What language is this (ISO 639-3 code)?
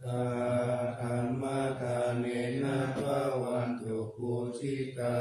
pli